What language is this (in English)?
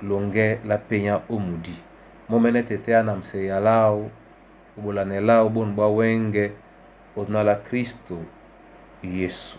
Duala